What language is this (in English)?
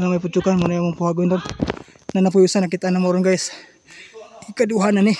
Cebuano